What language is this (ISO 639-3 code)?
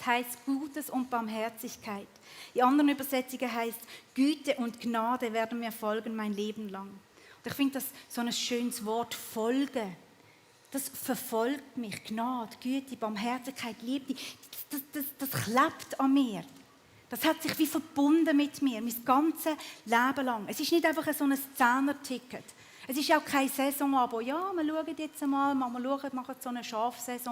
gsw